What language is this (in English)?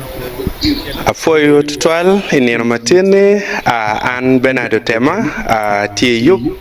Acoli